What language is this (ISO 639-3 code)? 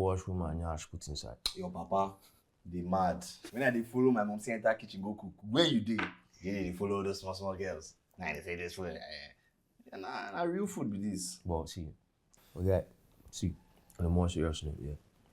pcm